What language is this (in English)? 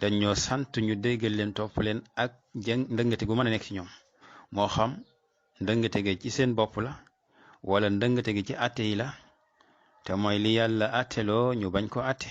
Wolof